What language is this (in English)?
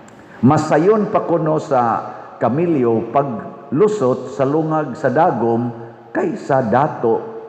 Cebuano